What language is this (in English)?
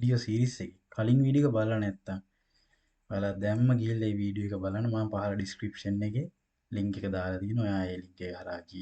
Sinhala